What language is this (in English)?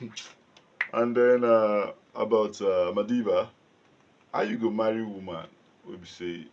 Nigerian Pidgin